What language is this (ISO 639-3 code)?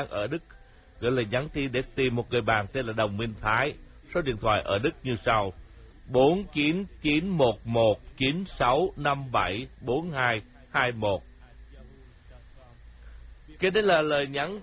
vie